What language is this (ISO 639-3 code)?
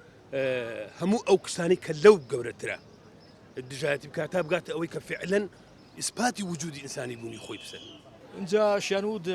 ckb